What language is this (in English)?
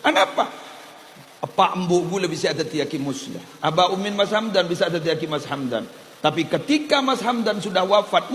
Madurese